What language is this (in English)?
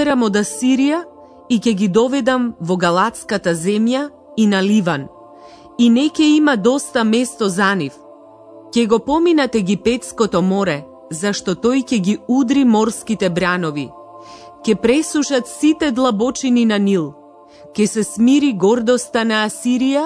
Macedonian